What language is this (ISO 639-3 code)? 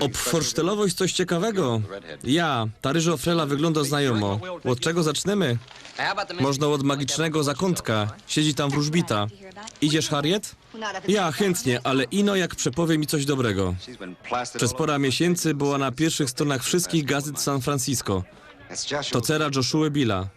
szl